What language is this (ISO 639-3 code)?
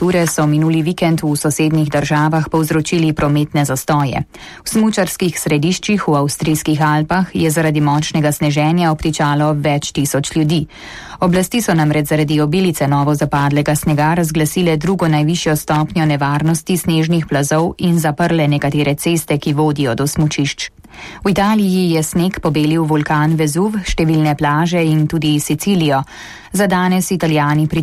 slv